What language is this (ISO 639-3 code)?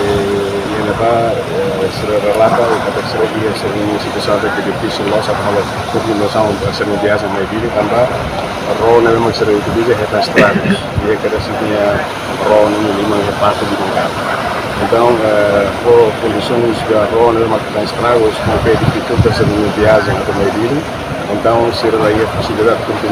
tet